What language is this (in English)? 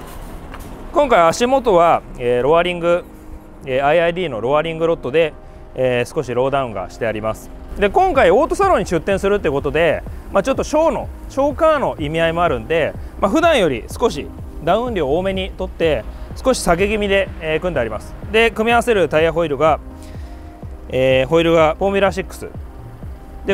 Japanese